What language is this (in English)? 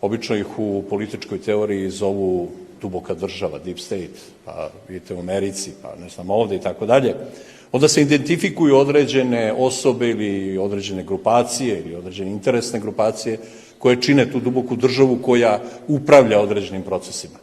Bosnian